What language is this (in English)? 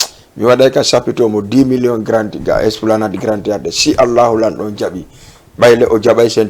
Fula